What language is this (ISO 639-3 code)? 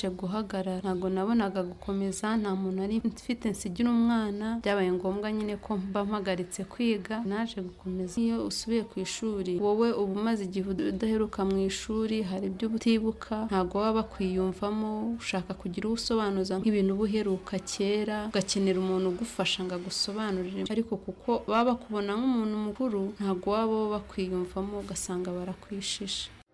kin